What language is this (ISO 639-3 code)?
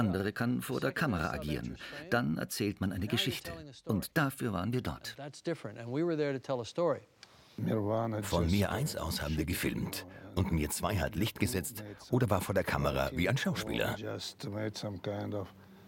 deu